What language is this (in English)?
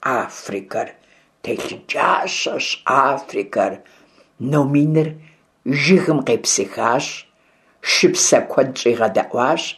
Kabardian